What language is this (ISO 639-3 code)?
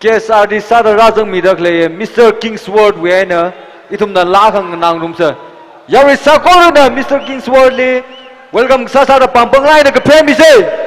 nmf